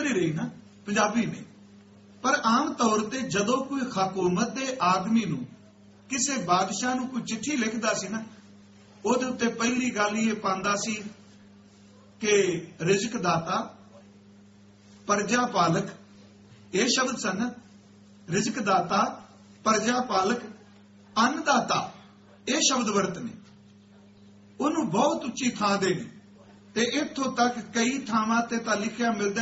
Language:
Punjabi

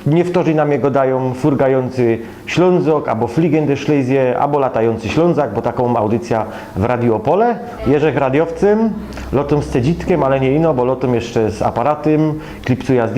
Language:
Silesian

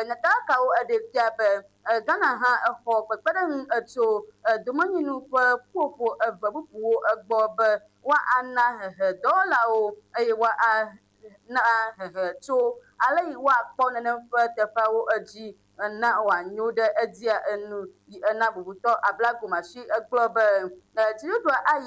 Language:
Ewe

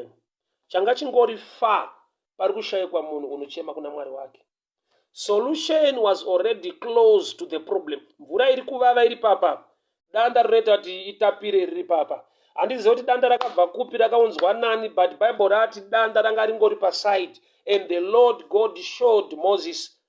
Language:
Shona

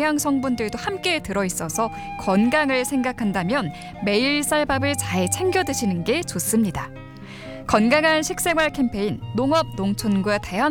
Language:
Korean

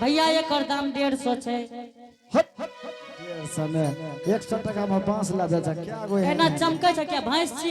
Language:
Angika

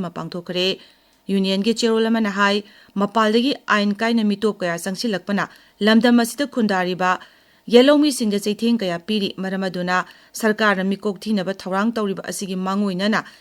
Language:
Manipuri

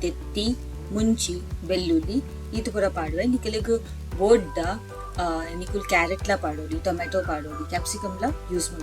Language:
Tulu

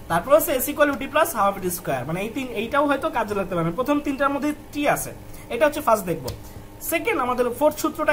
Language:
Bangla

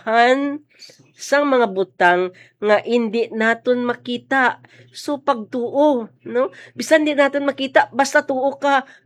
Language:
Hiligaynon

